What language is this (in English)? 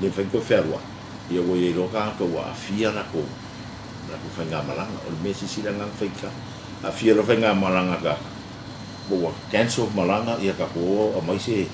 Samoan